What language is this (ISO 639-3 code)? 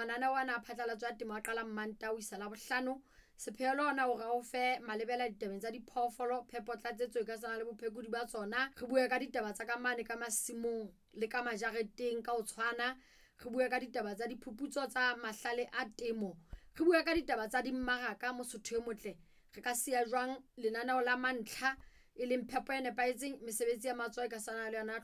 sot